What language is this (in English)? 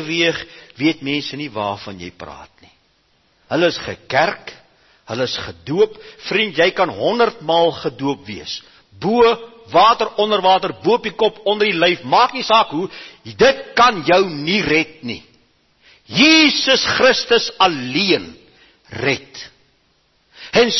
Afrikaans